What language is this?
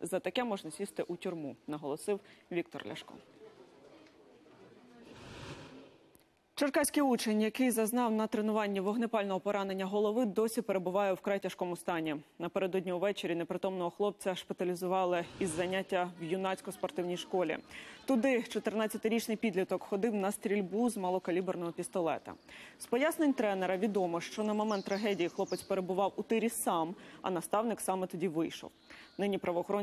Ukrainian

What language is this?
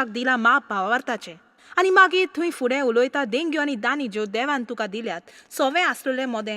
Konkani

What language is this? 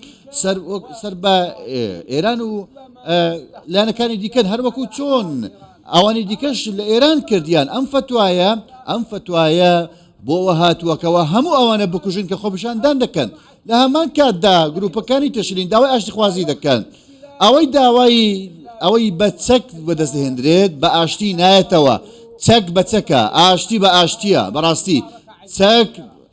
Central Kurdish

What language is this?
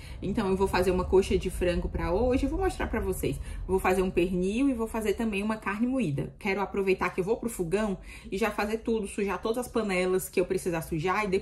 Portuguese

